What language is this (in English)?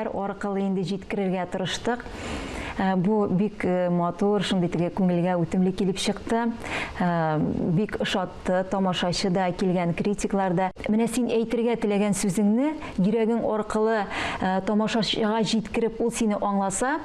Tatar